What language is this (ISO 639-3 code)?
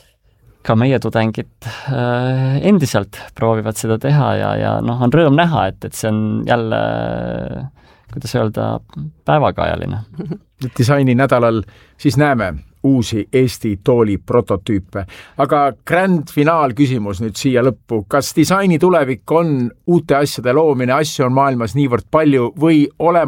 est